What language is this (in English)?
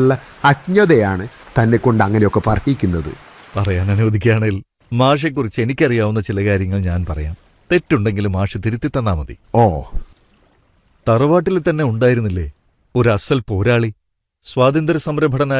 Malayalam